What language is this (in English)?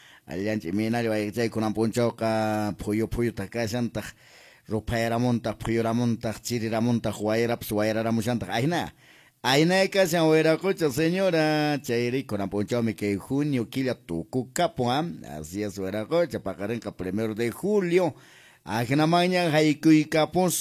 Quechua